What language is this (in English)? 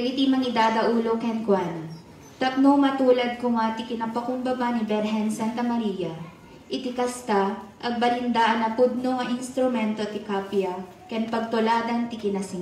Iloko